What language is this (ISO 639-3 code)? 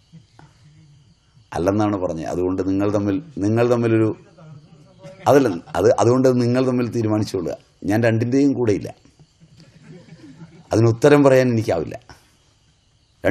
mal